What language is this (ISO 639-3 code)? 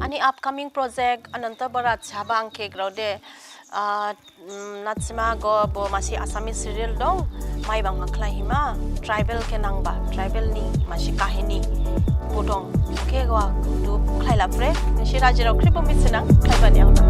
dis